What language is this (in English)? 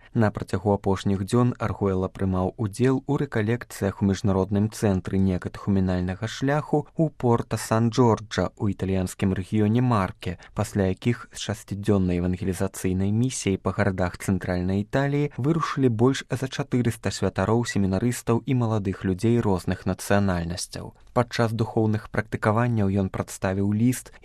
Belarusian